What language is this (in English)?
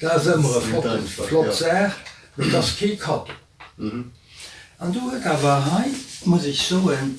Luxembourgish